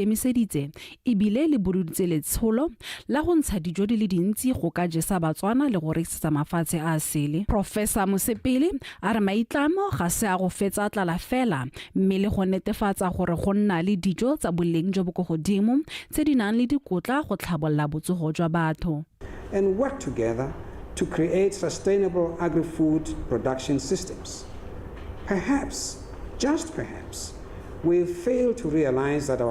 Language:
Tswana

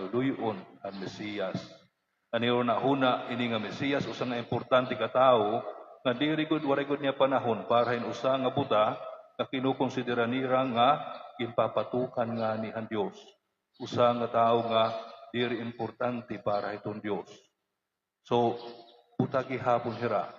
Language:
Waray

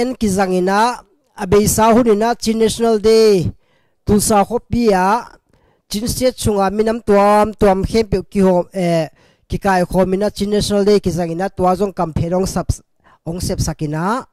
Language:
Tedim Chin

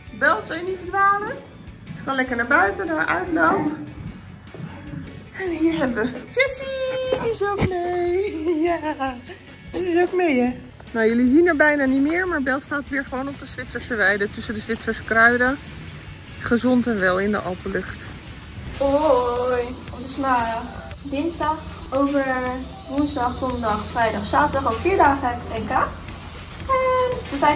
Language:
Dutch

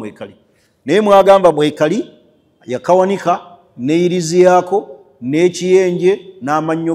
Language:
Ganda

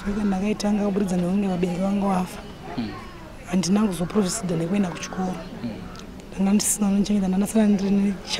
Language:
Shona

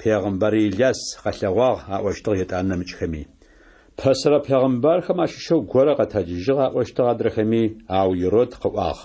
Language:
Adyghe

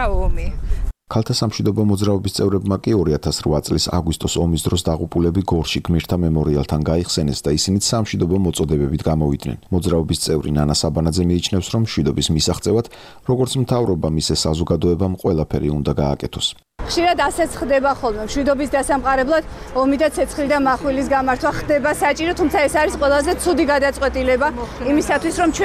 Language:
Georgian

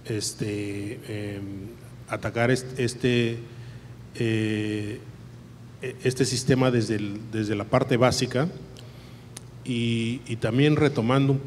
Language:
Spanish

